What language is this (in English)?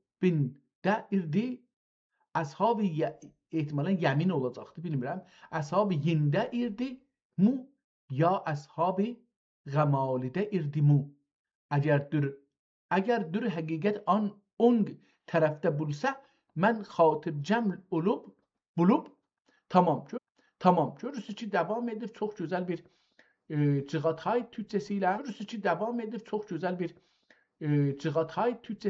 South Azerbaijani